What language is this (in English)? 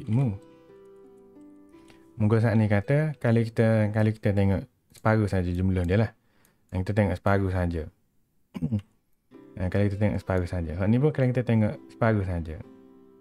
Malay